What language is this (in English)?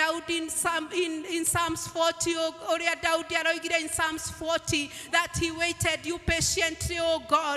Kikuyu